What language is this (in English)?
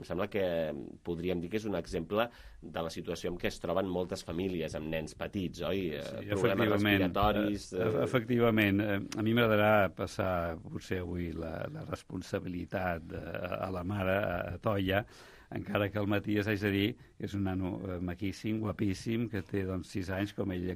Catalan